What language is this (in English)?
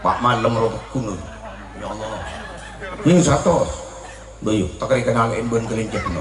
Madurese